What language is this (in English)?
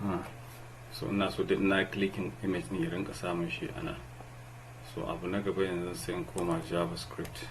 Hausa